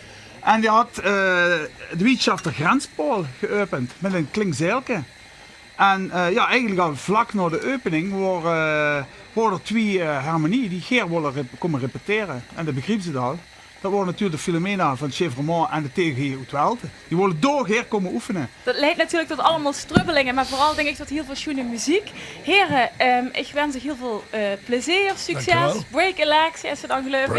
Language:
Limburgish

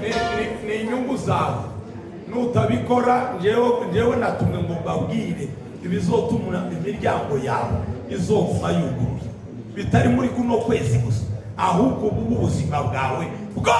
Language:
Rundi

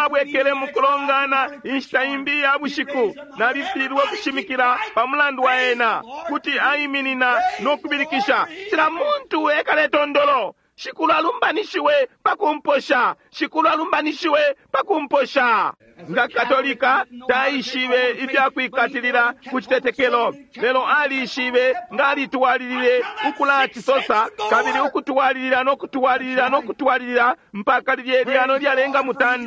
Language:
Bemba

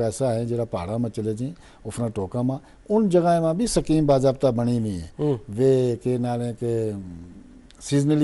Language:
Gujari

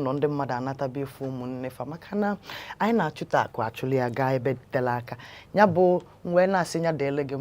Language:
Igbo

